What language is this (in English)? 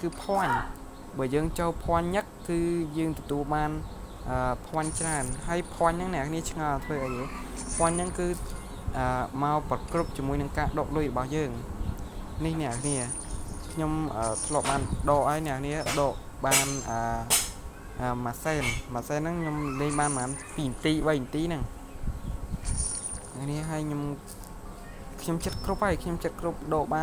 Khmer